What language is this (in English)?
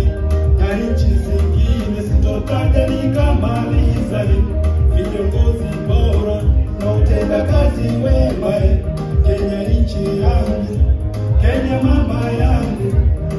Swahili